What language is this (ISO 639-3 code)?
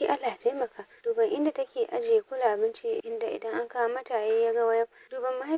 hau